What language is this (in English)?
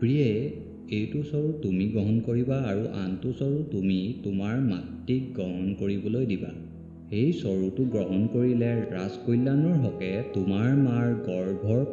Assamese